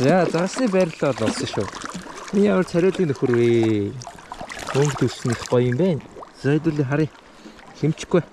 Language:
Mongolian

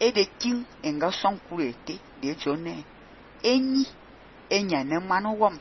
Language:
Fang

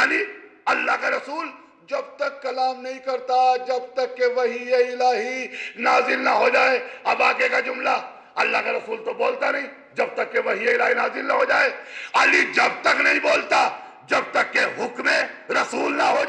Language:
Urdu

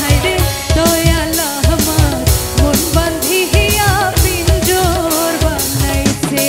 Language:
Sylheti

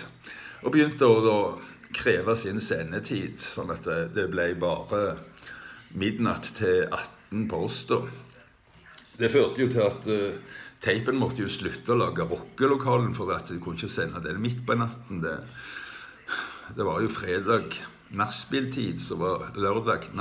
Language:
Norwegian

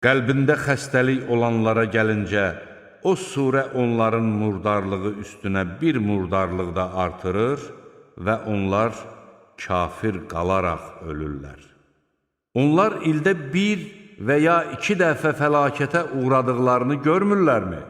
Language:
Azerbaijani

